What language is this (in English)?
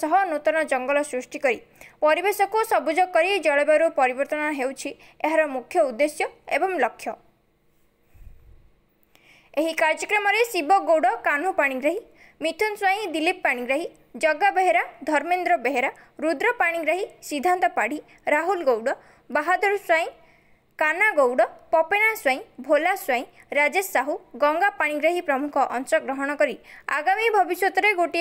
Odia